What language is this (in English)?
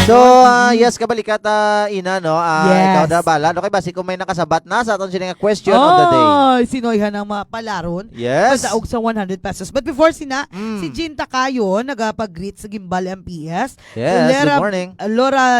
Hiligaynon